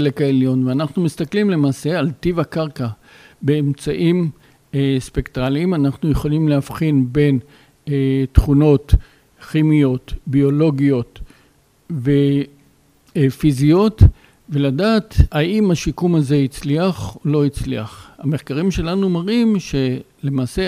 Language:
Hebrew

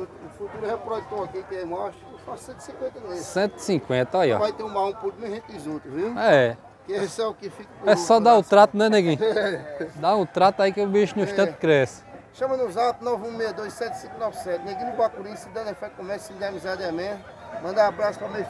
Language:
Portuguese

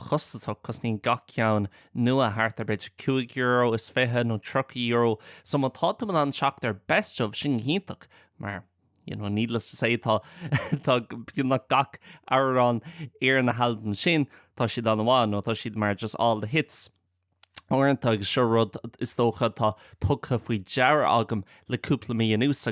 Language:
Irish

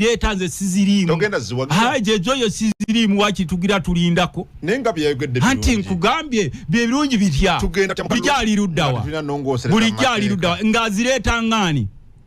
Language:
Ganda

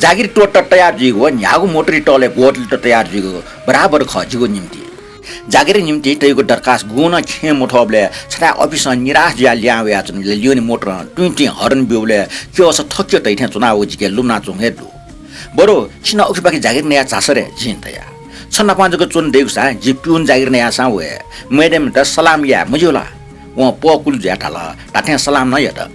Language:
Newari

